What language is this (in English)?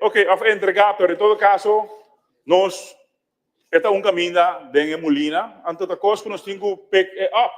Papiamento